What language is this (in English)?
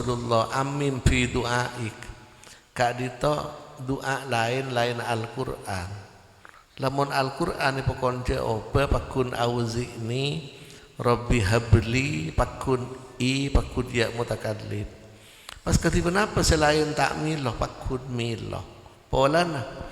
Madurese